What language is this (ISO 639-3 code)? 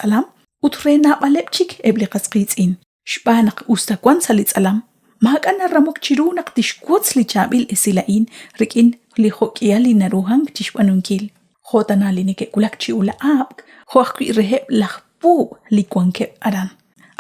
kek